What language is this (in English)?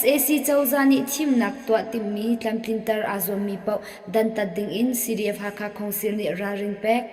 Hakha Chin